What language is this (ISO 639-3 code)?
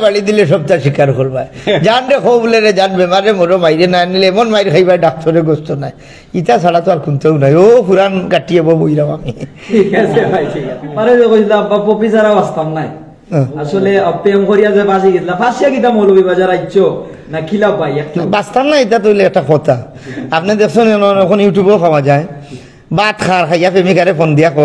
syl